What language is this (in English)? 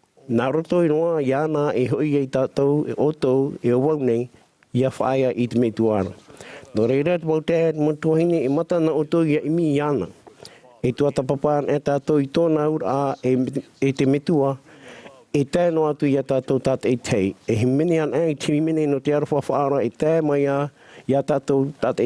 Tahitian